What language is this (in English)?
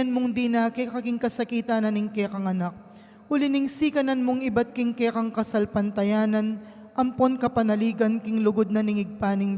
Pampanga